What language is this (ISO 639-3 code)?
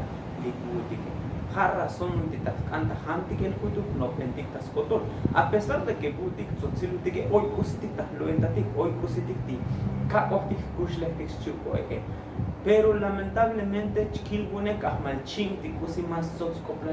tzo